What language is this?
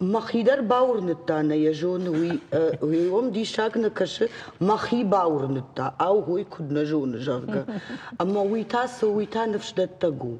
Ossetic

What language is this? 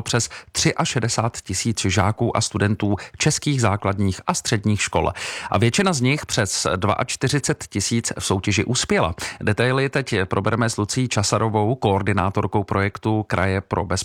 Czech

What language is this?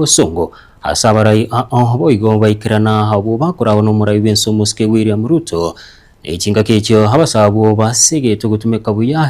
Gusii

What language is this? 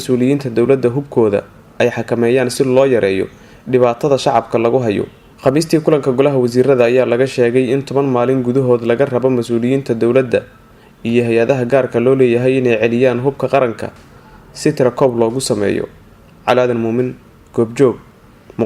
Somali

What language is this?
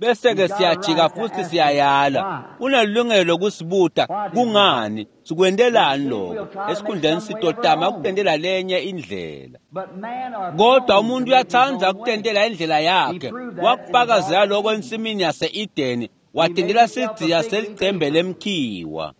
Swati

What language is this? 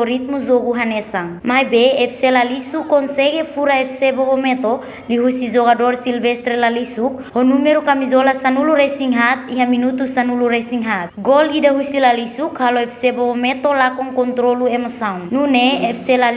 Tetum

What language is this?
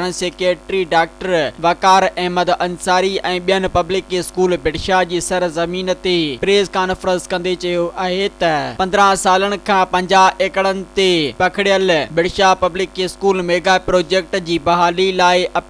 Sindhi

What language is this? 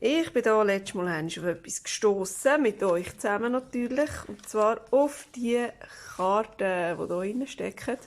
Swiss German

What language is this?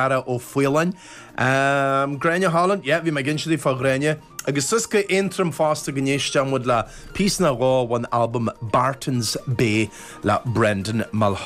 Irish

